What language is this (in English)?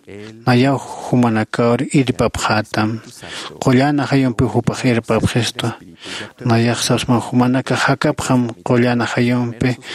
Aymara